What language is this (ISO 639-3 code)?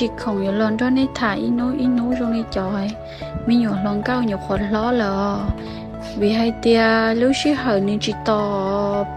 hmn